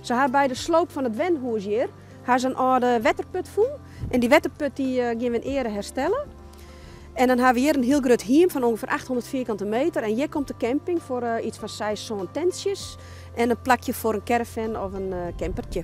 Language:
Western Frisian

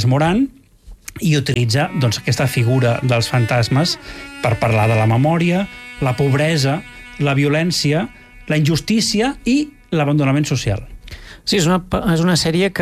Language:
Catalan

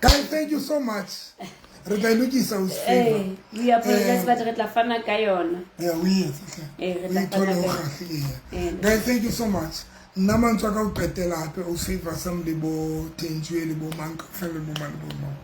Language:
Southern Sotho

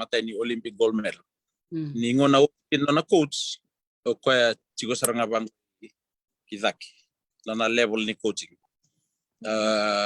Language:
Fijian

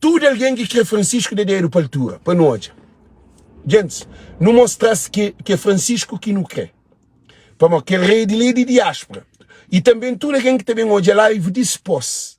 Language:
Kabuverdianu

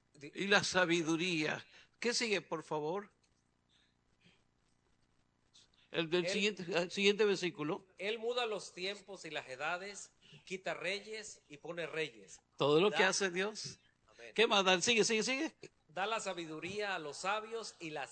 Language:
Spanish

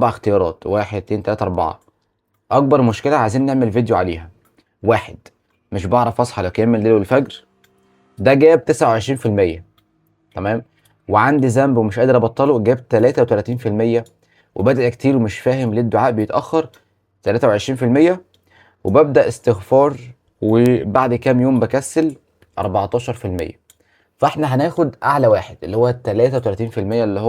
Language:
Egyptian Arabic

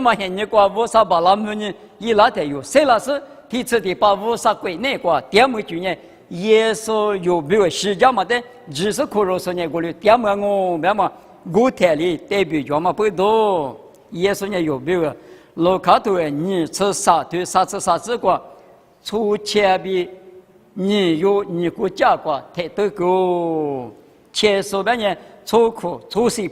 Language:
Lisu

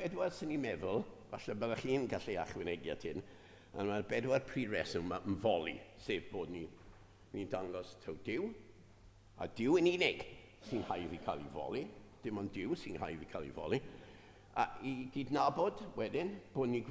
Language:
Welsh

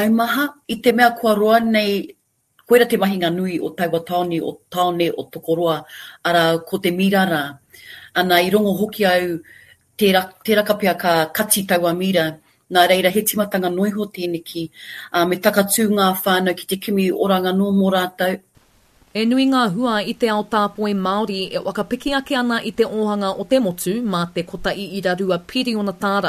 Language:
Māori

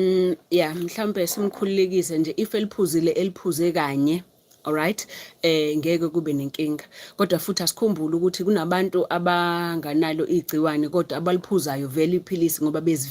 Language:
Zulu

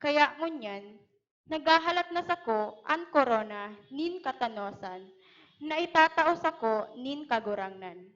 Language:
Bikol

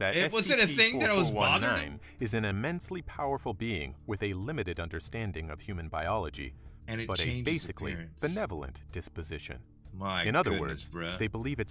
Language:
English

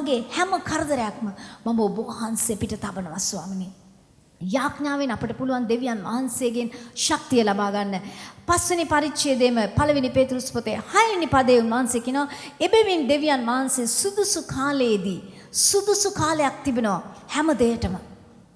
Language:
Sinhala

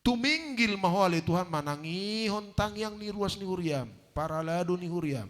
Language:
Batak Toba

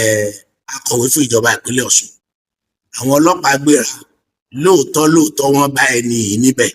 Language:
Yoruba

